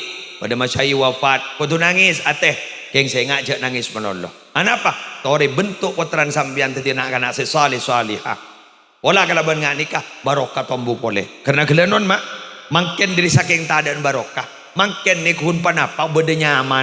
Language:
Madurese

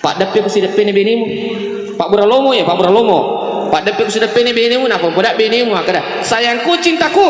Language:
Buginese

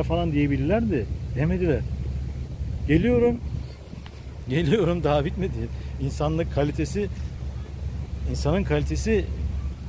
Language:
Turkish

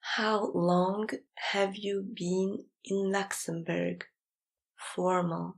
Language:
Luxembourgish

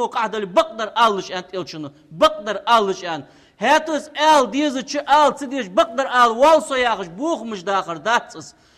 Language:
Ingush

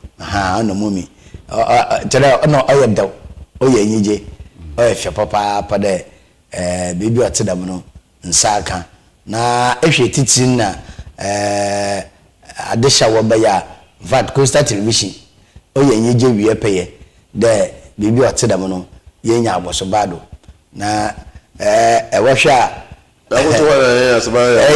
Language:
Akan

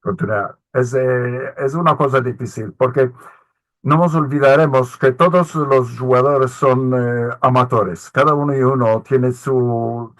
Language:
Ladino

